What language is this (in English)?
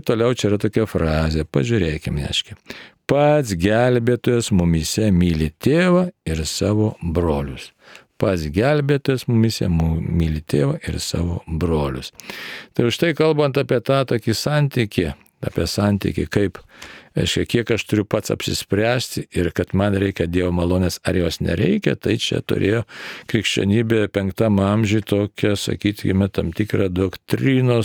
Lithuanian